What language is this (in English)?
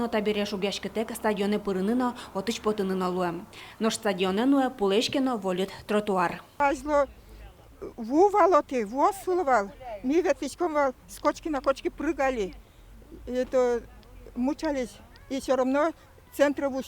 Udmurt